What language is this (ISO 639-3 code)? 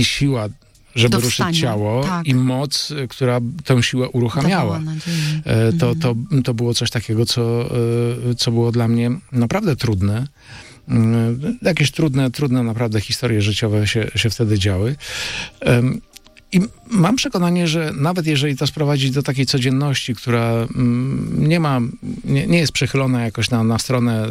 pol